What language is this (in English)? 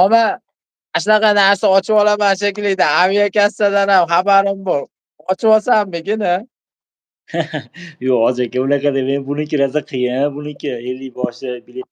Uzbek